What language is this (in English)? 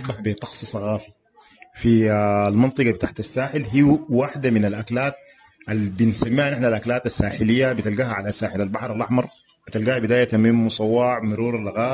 Sudanese Arabic